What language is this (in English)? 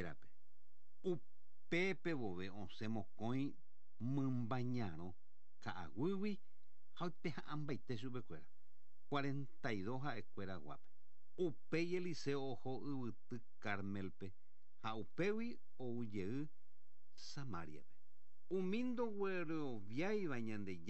Guarani